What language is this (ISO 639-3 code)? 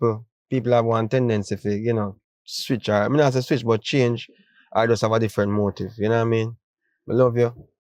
jam